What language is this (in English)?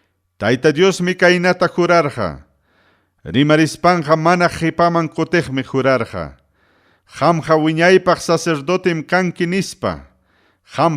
Ayacucho Quechua